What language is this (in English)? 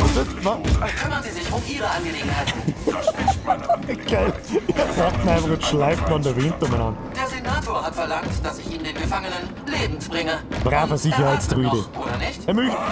Bavarian